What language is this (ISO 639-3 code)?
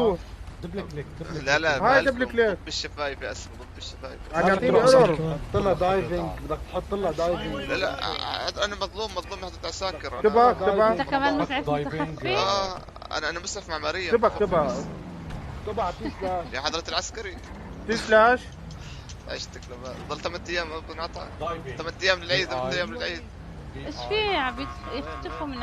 apc